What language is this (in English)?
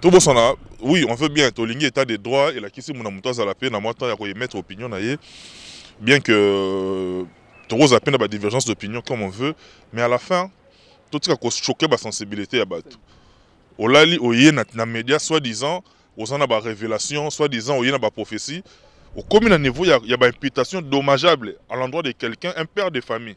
Lingala